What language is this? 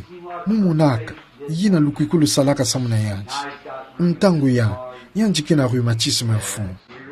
Kituba (Democratic Republic of Congo)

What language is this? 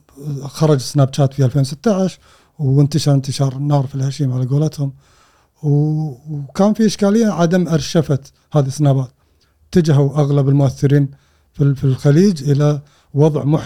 Gulf Arabic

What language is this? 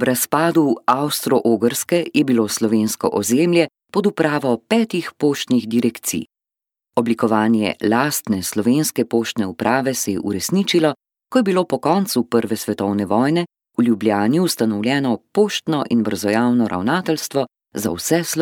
Slovenian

